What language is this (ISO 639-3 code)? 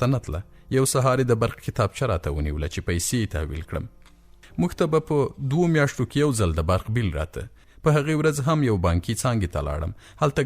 pus